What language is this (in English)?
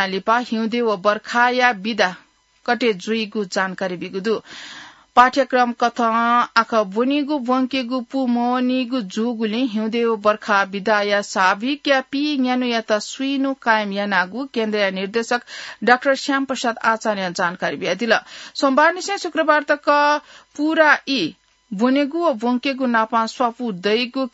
Newari